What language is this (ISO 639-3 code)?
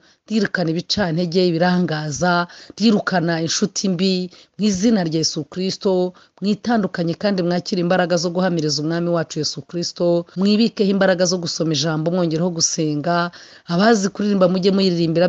kin